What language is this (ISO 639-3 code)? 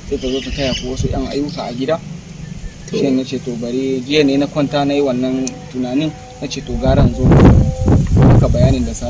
hau